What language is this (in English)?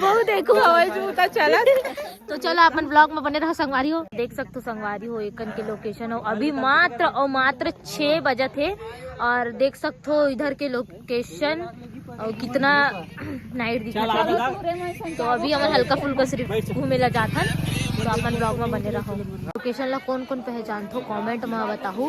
Chhattisgarhi